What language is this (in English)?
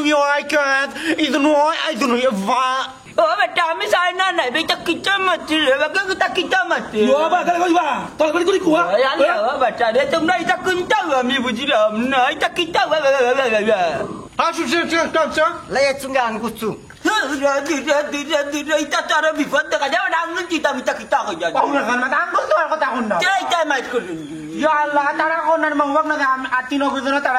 Sylheti